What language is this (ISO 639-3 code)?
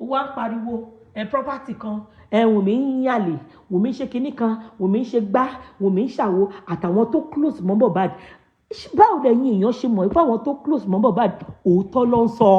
yor